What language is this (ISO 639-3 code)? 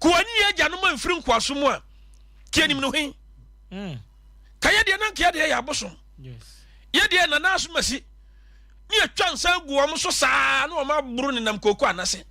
aka